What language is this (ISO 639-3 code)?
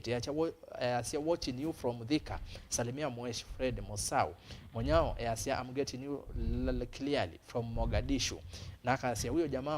kam